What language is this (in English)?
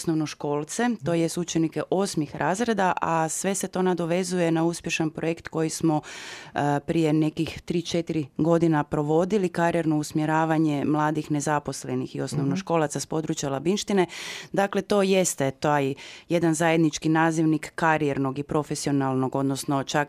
Croatian